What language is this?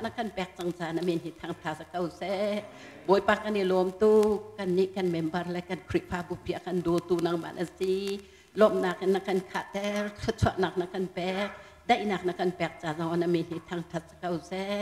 Hakha Chin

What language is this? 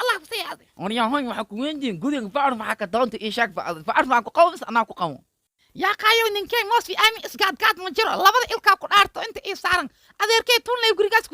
Somali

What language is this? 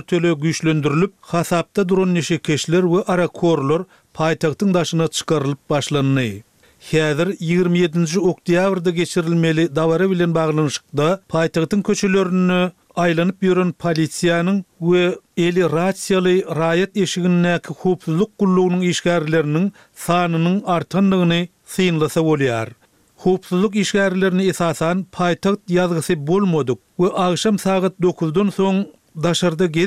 Turkmen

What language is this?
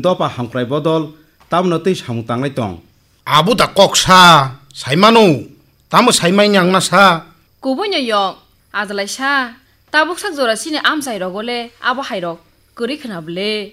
Kok Borok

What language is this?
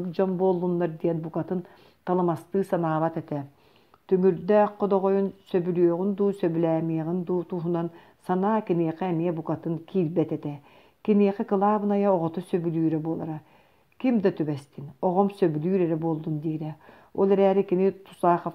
Yakut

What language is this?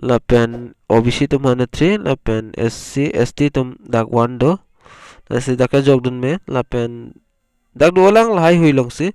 Karbi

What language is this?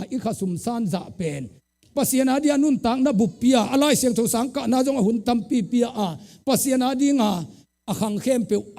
Tedim Chin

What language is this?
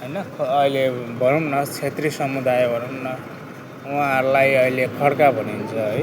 Nepali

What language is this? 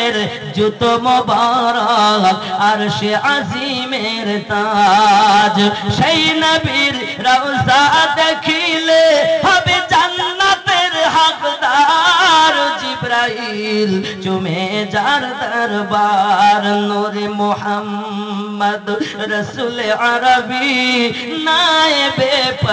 Bangla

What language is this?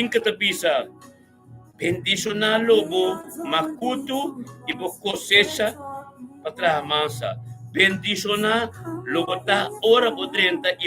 Papiamento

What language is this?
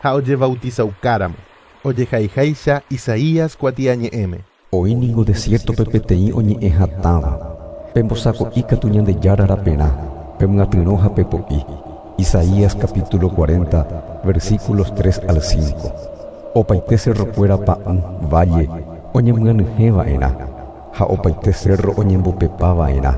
Guarani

